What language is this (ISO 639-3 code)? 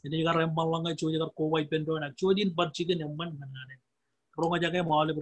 mah